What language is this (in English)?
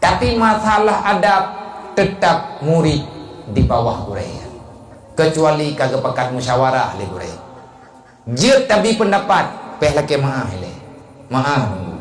Achinese